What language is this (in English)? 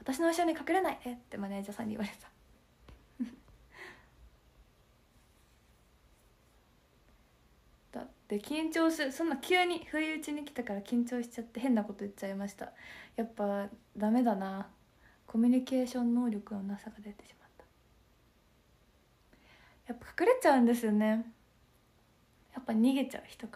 Japanese